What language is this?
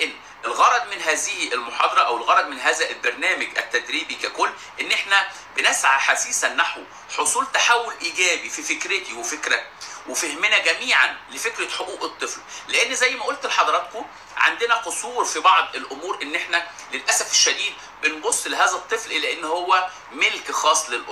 Egyptian Arabic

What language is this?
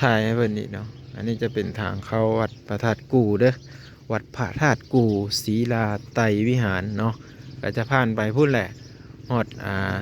Lao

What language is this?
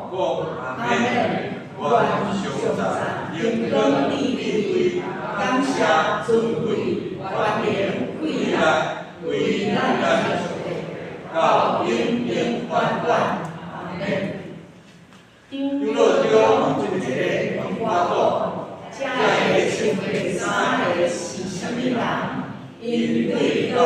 Min Nan Chinese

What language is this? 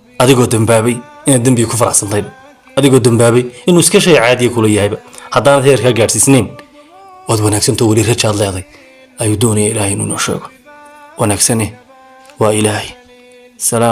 Somali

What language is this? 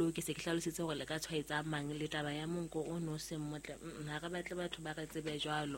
Southern Sotho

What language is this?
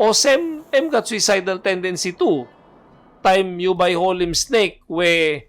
Tok Pisin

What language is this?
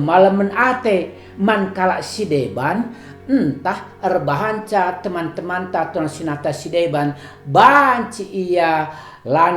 Batak Karo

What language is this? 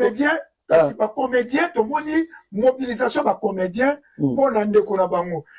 Lingala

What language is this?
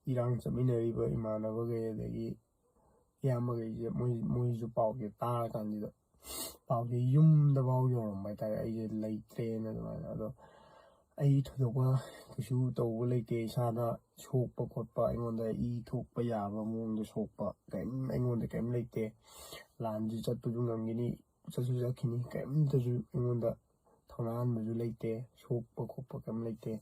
Manipuri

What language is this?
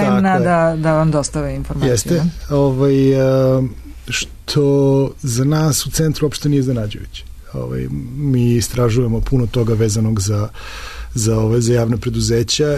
Serbian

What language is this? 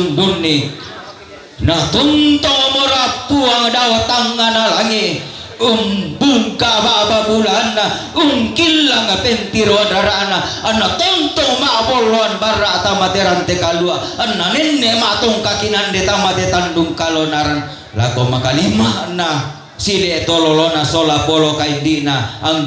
Toraja-Sa'dan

